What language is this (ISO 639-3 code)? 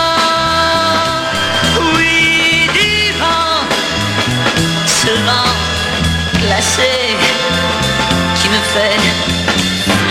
fra